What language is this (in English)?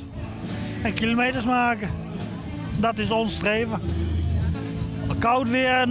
Dutch